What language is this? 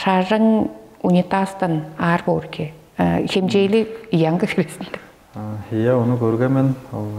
Tuvinian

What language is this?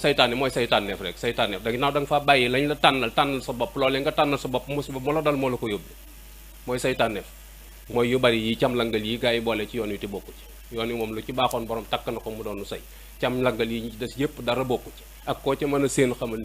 Wolof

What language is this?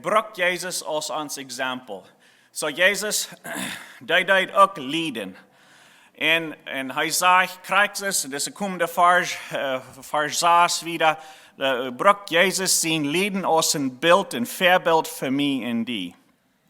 Plautdietsch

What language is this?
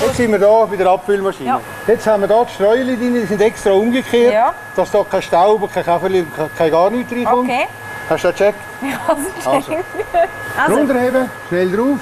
Swiss German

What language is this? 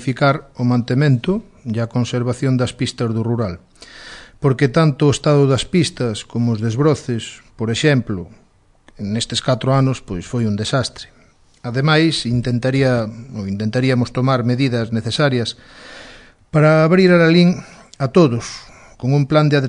Galician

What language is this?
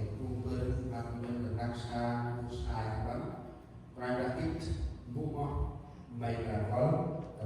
Central Mnong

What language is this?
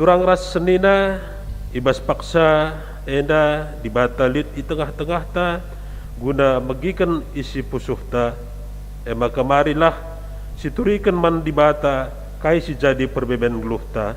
Batak Karo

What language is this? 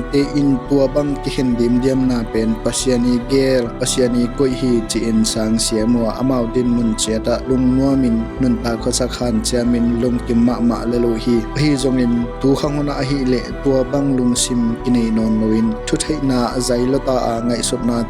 Tedim Chin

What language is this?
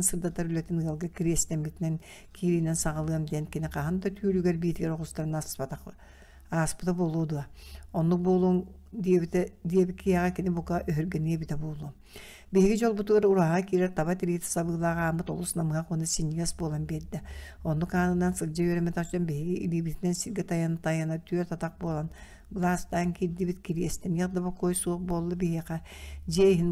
Yakut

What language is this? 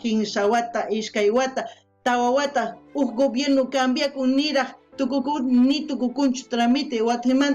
South Bolivian Quechua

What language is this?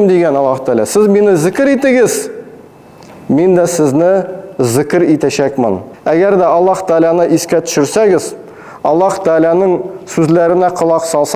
Tatar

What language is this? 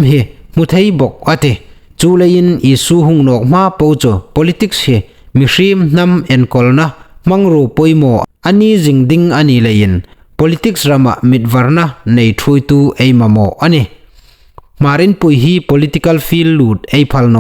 Hmar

